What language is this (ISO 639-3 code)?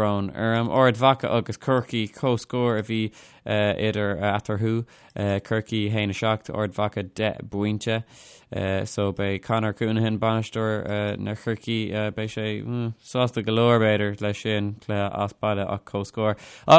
gle